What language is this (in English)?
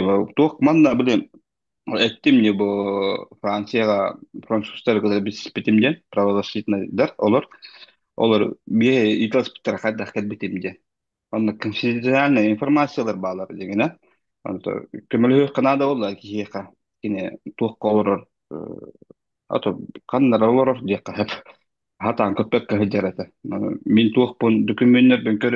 Yakut